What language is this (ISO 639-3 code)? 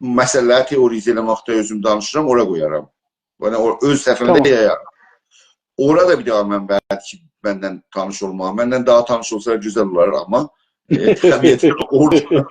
azb